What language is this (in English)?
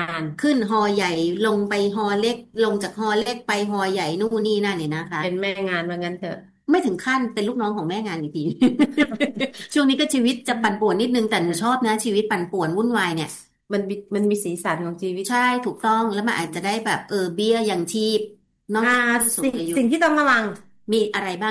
Thai